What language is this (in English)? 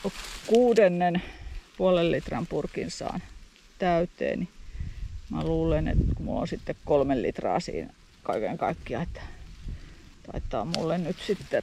Finnish